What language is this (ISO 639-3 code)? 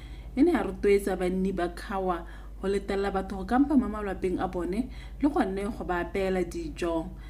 tsn